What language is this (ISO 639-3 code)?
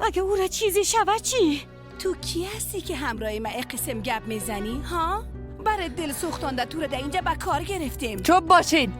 fas